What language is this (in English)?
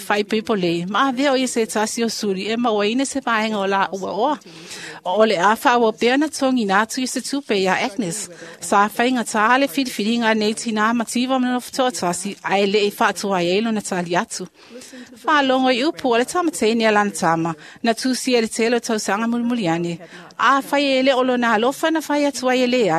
Samoan